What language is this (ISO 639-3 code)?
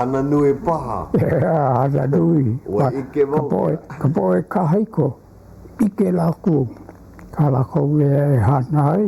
haw